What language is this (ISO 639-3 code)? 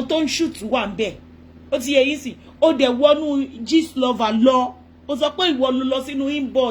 yor